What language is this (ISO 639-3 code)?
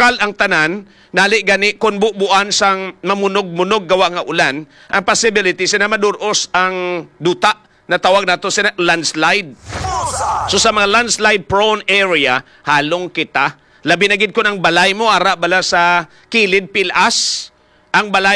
hil